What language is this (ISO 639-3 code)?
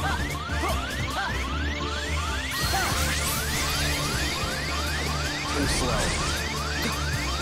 eng